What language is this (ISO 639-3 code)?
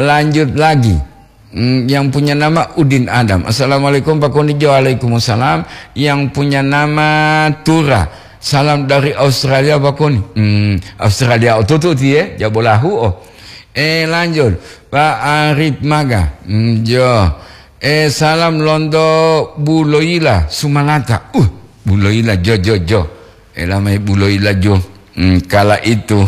gor